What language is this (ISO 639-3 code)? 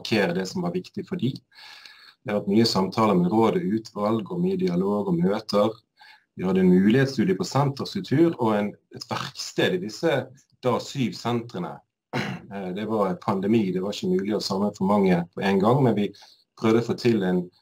nor